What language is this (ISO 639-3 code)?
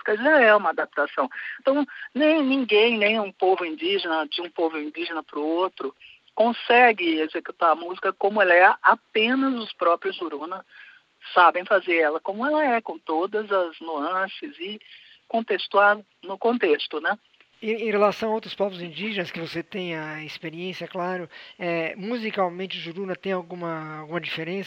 por